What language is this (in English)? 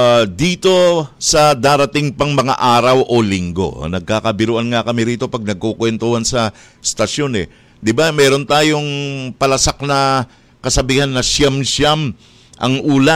Filipino